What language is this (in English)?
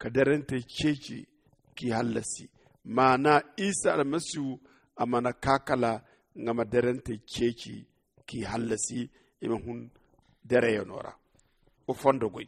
Zarma